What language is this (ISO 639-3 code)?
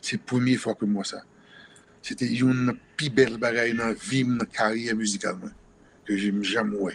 hat